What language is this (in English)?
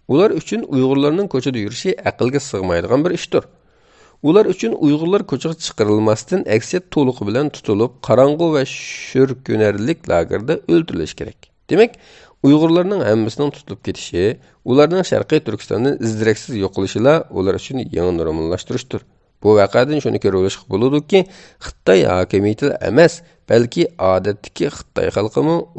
Uyghur